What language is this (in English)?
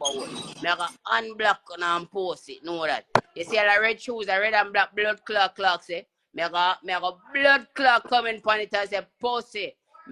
Jamaican Creole English